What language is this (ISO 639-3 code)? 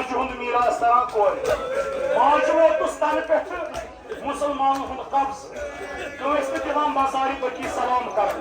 kas